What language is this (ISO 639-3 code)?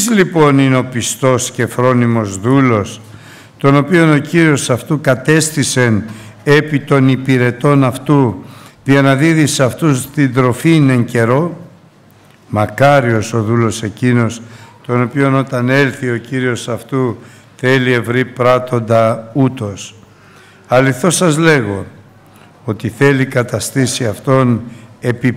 ell